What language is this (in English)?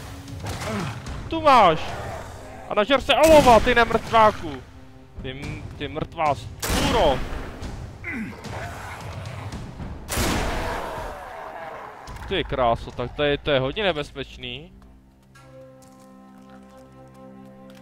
Czech